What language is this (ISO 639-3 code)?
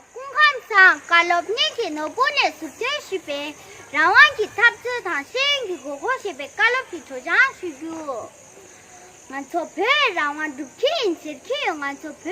bod